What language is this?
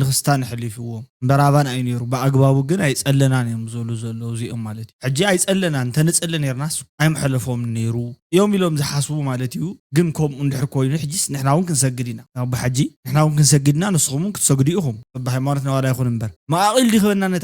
Tigrinya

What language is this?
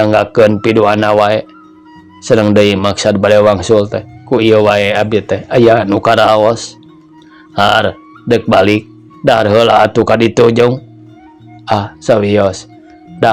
Sundanese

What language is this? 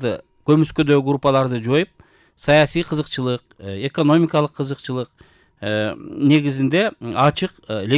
Kyrgyz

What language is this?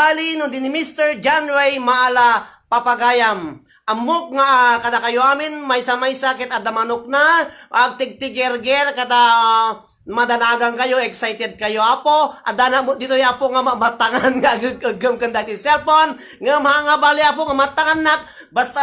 Iloko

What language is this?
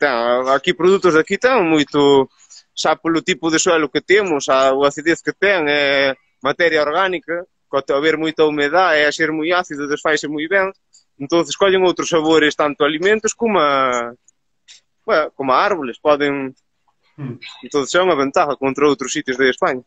Galician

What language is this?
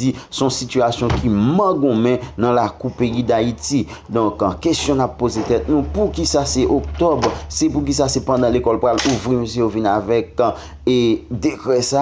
Haitian Creole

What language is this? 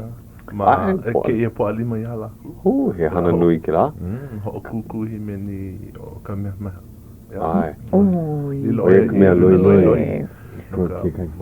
Hawaiian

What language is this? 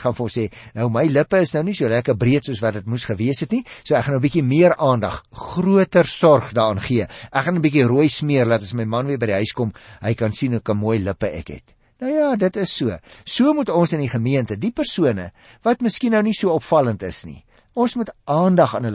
Afrikaans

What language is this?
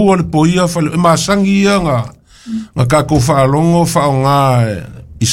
Samoan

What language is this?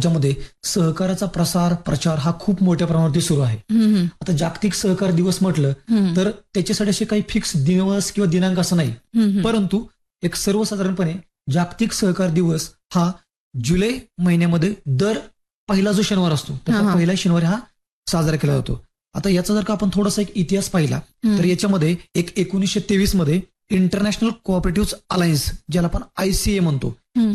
Marathi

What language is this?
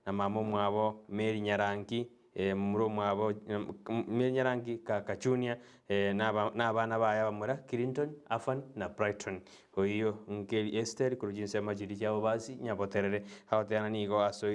Gusii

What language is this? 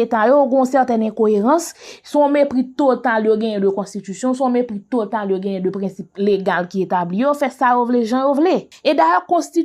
Haitian Creole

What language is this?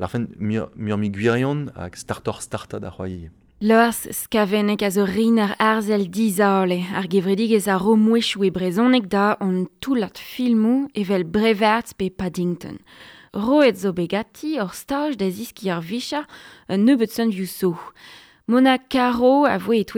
Breton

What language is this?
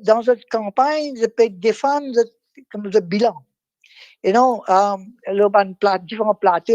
Morisyen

